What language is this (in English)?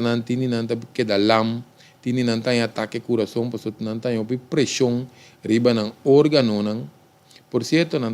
Papiamento